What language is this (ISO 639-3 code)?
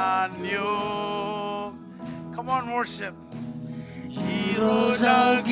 mah